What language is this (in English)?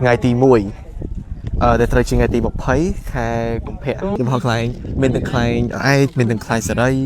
Khmer